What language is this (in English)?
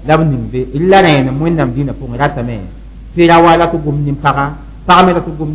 Mossi